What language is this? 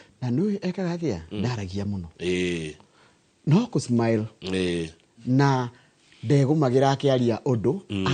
Kikuyu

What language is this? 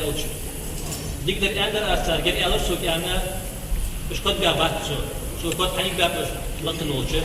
Ingush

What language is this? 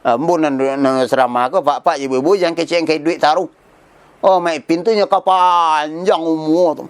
Minangkabau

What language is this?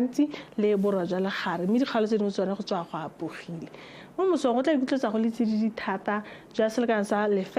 Tswana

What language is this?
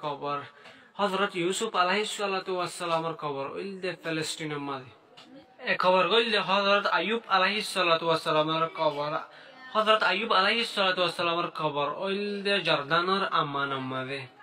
Rohingya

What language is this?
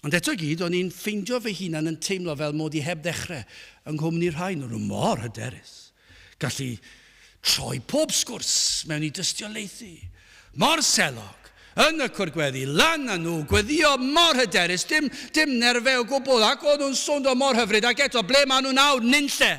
Welsh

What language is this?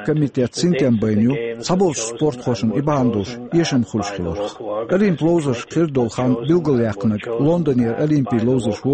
Chechen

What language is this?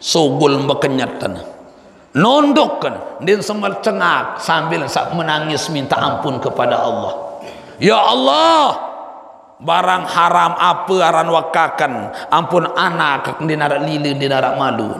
Sasak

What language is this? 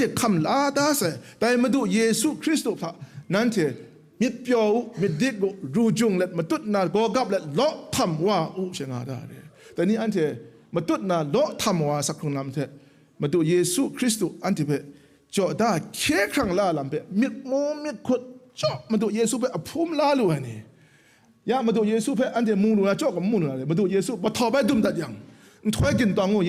Kachin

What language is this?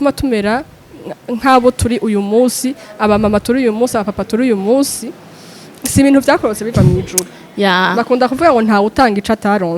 Rundi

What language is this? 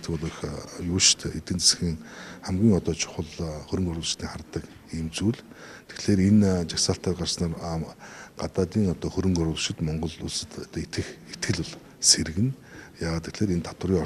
Mongolian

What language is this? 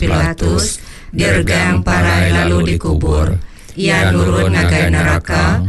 Iban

